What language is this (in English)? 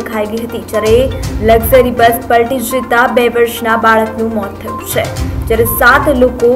Gujarati